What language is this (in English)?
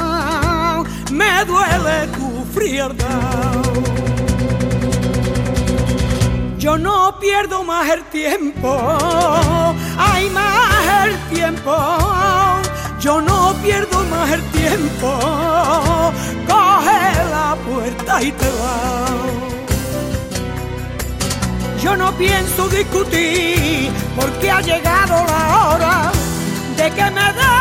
Spanish